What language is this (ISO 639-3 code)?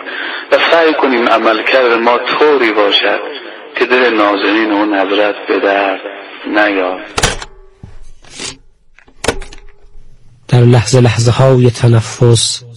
fas